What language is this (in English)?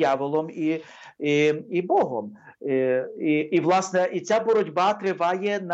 Ukrainian